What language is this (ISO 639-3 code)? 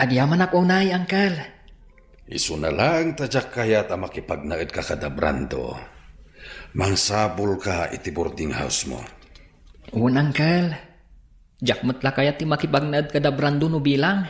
ilo